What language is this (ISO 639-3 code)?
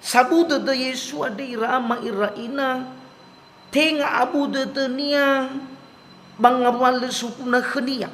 nia